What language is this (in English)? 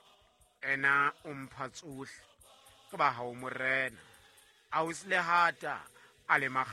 Southern Sotho